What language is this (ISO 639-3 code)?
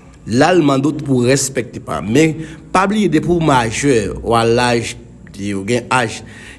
hat